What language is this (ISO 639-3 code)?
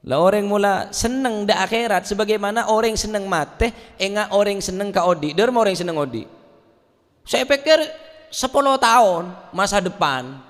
mad